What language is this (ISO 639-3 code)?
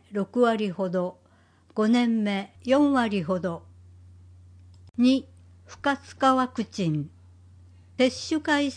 jpn